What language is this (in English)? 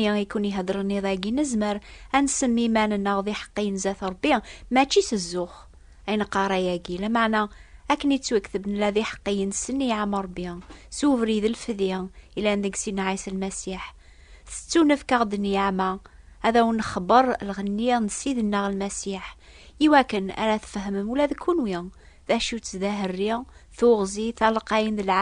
Kabyle